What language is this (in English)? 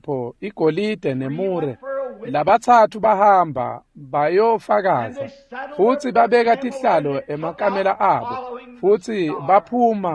Swati